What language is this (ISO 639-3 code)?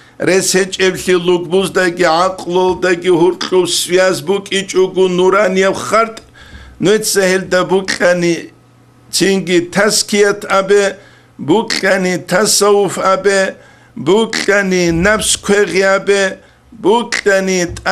ava